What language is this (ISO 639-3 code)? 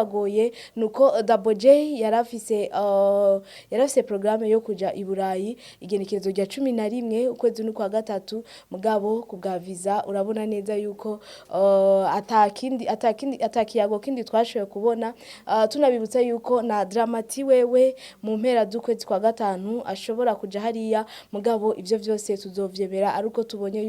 run